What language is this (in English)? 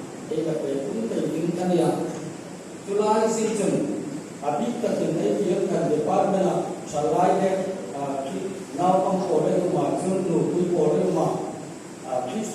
Hmar